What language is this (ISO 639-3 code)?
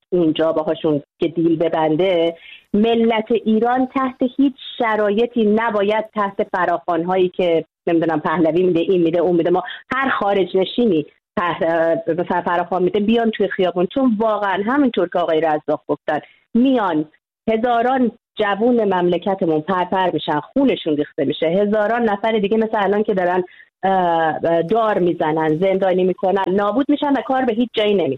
fas